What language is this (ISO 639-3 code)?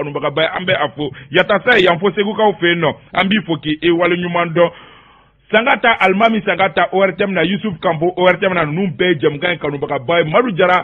bam